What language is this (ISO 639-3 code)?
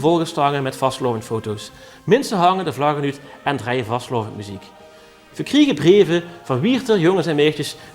lim